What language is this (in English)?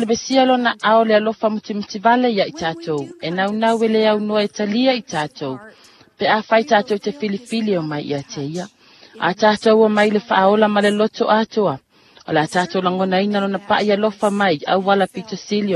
Samoan